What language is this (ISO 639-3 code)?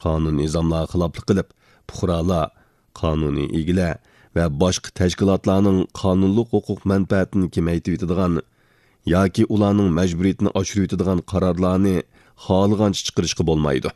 uig